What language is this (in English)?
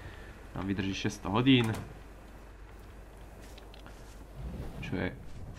Slovak